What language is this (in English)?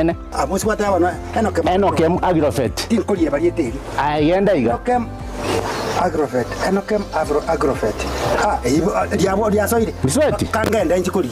Gusii